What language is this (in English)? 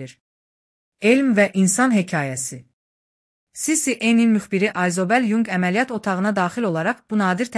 Azerbaijani